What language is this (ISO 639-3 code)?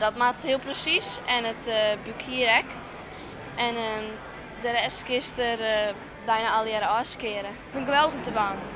fry